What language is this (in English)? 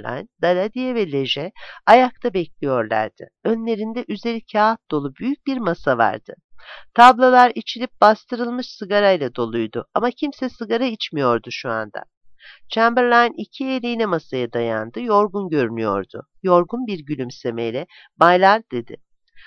Turkish